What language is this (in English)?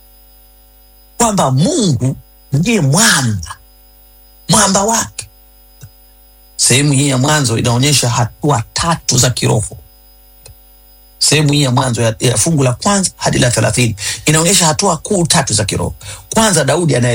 Swahili